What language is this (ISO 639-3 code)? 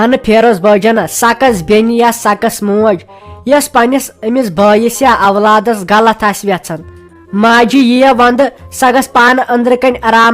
kas